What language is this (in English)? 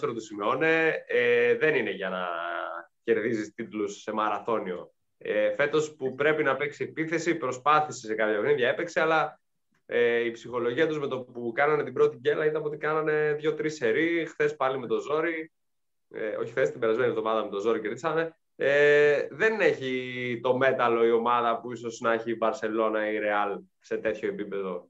Greek